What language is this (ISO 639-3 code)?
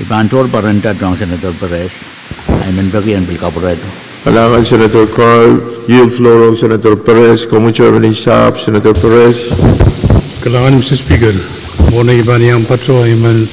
pon